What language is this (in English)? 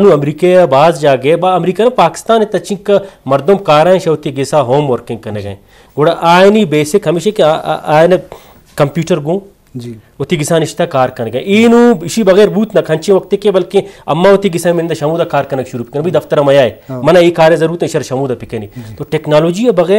Baluchi